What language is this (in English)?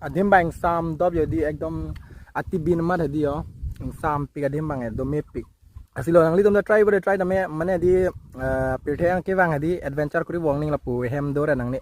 Karbi